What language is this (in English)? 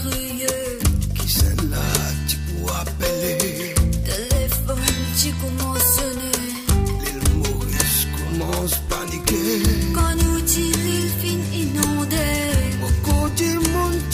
Morisyen